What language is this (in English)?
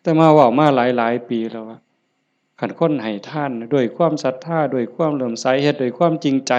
Northeastern Thai